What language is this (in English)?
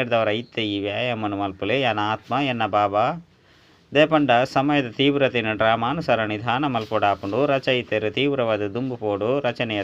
Tulu